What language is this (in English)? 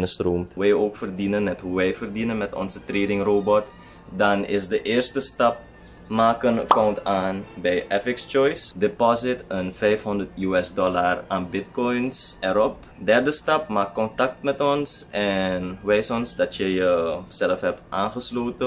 Dutch